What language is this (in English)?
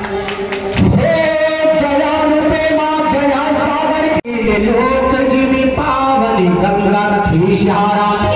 Chhattisgarhi